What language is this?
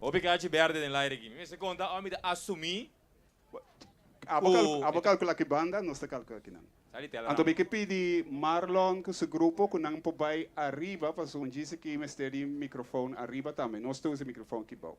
Papiamento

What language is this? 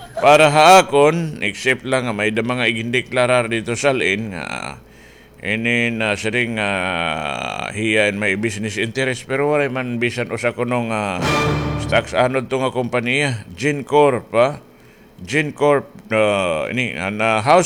Waray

